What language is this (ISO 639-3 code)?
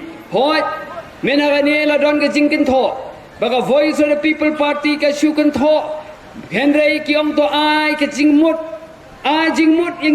kha